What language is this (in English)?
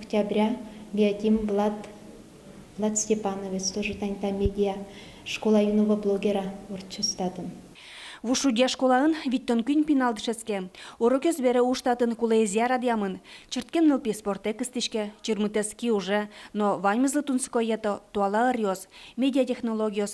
Udmurt